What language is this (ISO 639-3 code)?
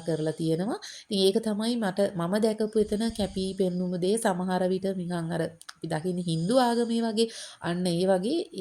sin